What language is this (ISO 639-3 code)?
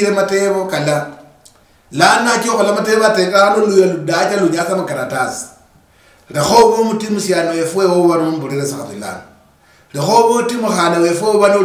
luy